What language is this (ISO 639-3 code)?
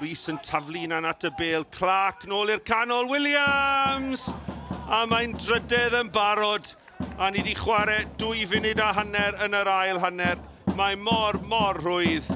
cym